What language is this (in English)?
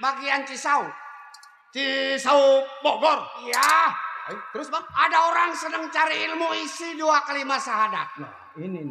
Betawi